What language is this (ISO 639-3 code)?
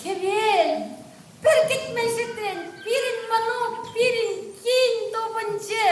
chv